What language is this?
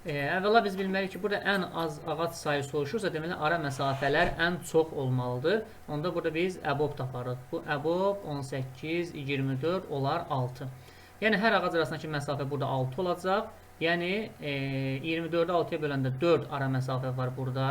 Azerbaijani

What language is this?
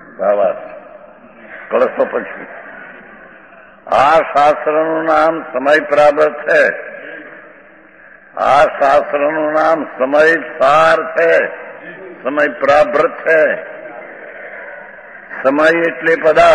Gujarati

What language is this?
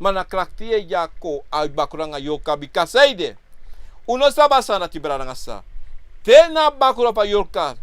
Sranan Tongo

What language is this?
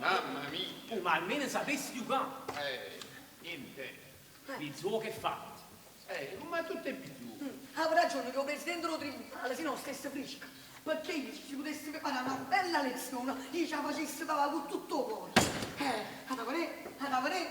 Neapolitan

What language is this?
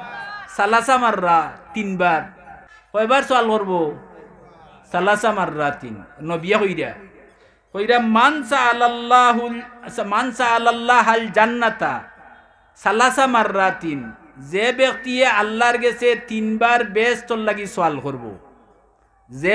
Sylheti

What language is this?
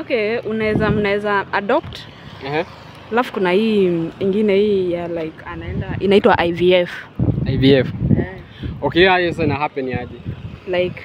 Swahili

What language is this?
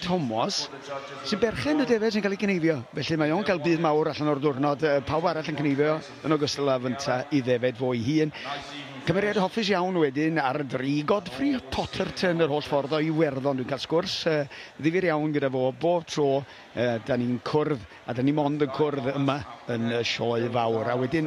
Welsh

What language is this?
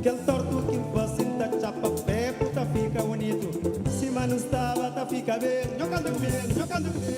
Kabuverdianu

